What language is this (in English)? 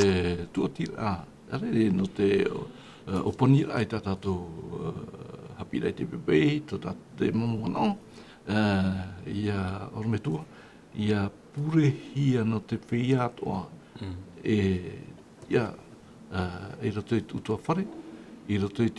Tahitian